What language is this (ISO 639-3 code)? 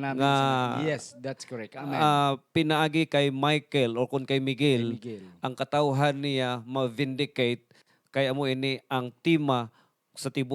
hil